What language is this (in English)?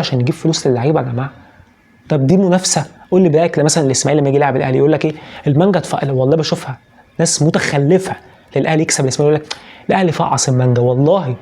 Egyptian Arabic